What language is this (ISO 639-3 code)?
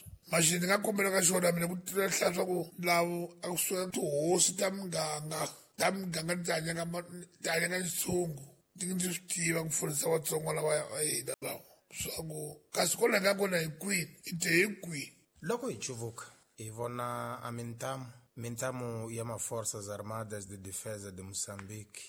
tso